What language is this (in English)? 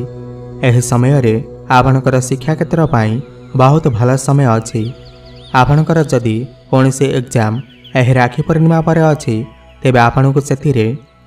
Odia